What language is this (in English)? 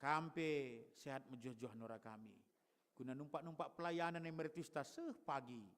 Batak Karo